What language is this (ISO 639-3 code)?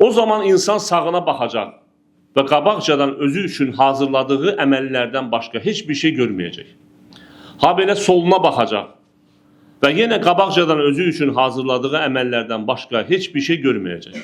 aze